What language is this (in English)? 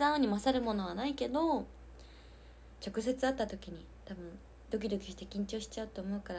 Japanese